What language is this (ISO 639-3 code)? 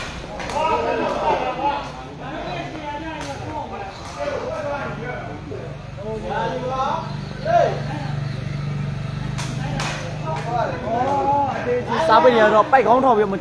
mya